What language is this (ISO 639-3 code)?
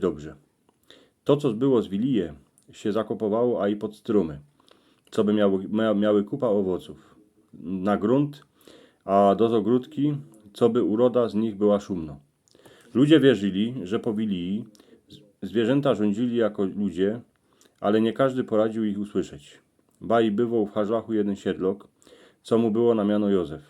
szl